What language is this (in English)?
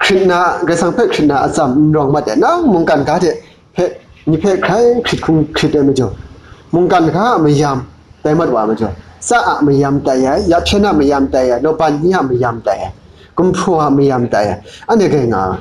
Kachin